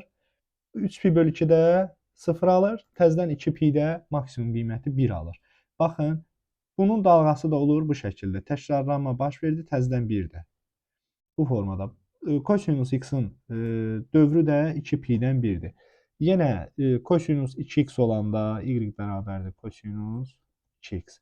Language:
Azerbaijani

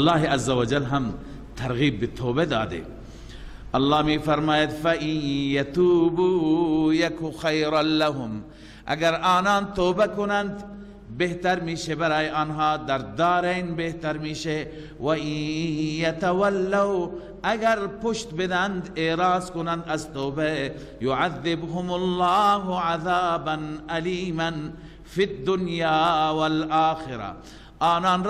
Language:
Persian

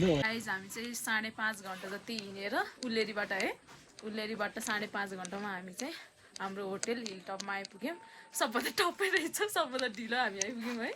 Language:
Nepali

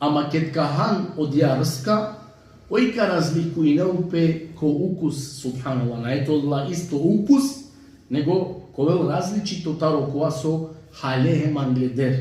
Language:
Balkan Romani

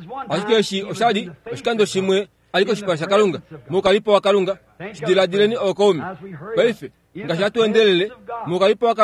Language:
Kuanyama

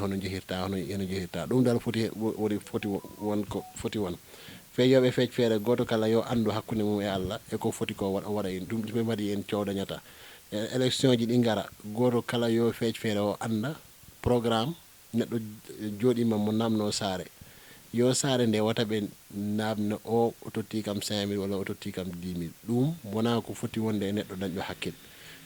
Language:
Fula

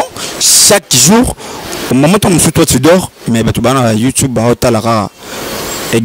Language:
Lingala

